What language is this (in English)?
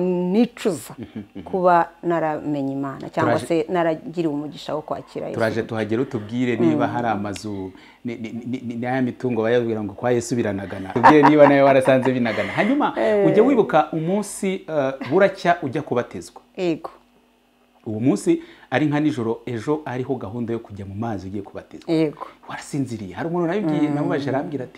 Kinyarwanda